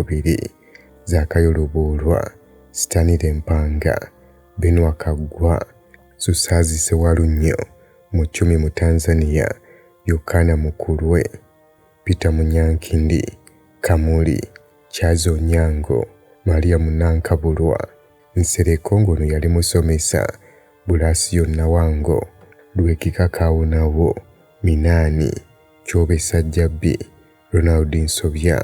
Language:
Ganda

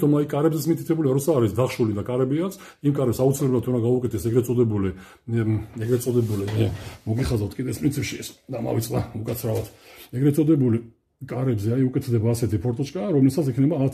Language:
Georgian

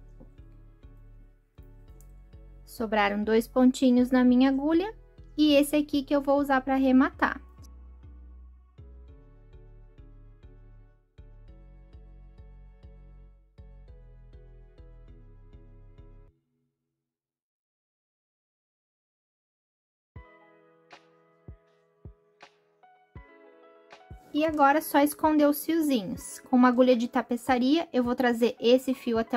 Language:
Portuguese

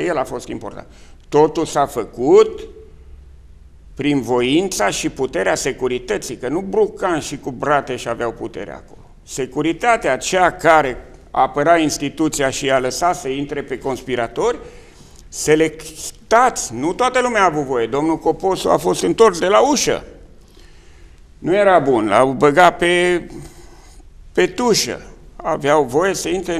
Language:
Romanian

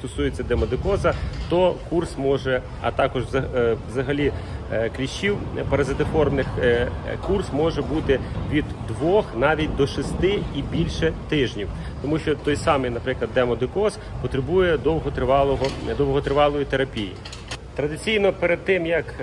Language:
Ukrainian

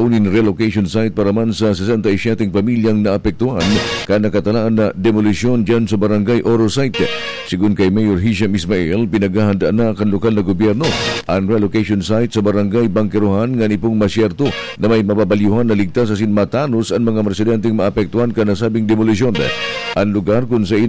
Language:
Bikol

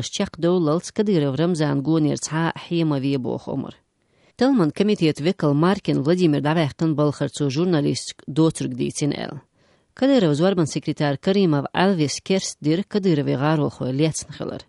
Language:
Chechen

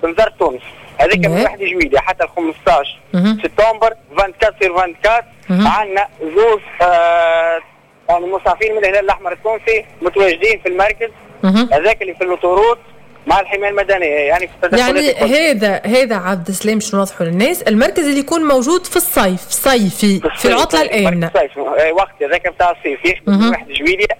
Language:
Tunisian Arabic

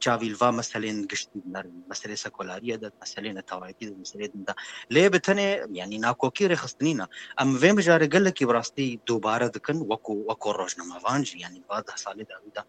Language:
Kurdish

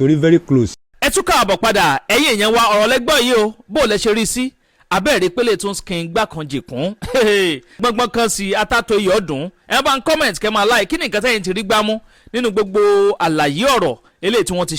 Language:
Yoruba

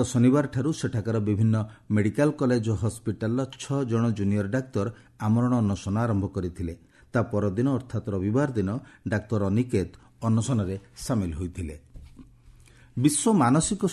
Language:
Odia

